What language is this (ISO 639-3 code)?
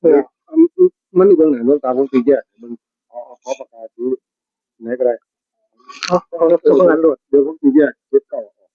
tts